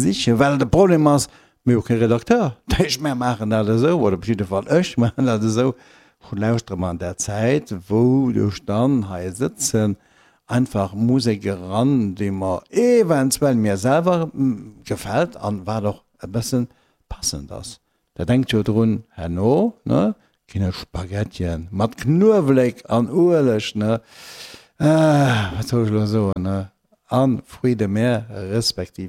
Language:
Luxembourgish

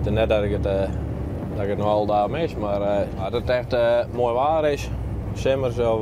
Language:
Western Frisian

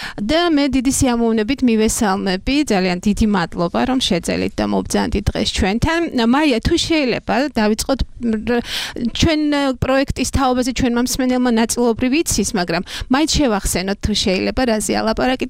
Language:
Georgian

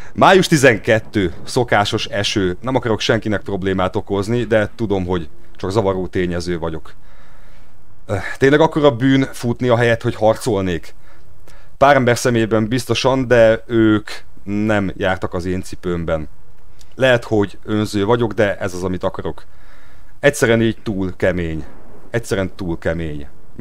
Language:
Hungarian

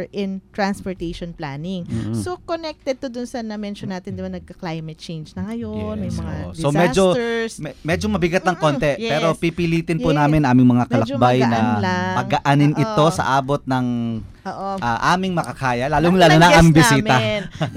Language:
Filipino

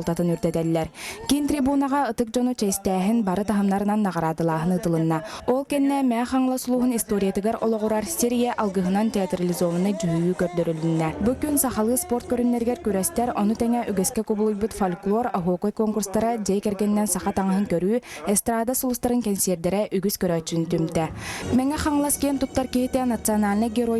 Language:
Yakut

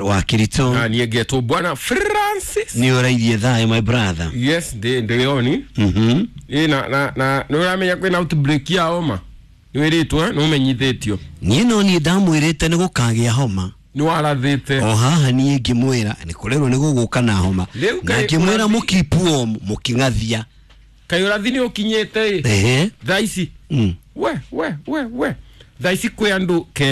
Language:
Kikuyu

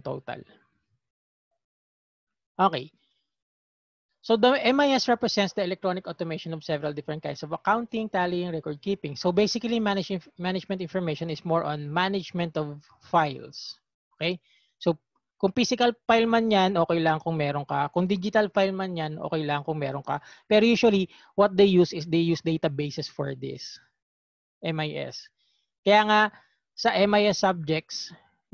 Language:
Filipino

